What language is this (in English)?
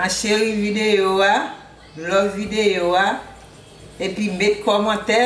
Haitian Creole